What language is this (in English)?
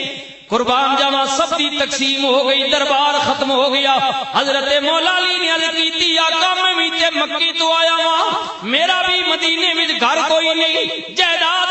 Western Panjabi